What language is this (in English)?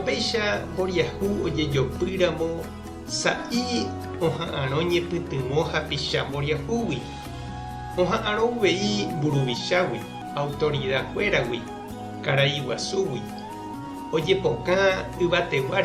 Guarani